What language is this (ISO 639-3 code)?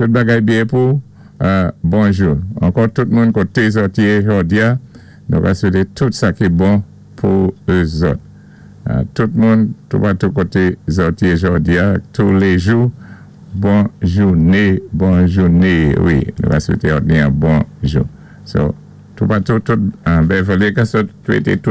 acf